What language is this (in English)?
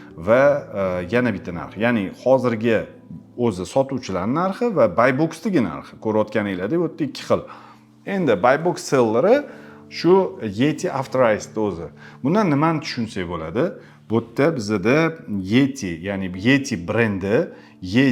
Uzbek